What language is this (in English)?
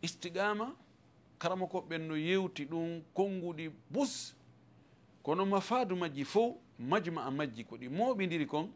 Fula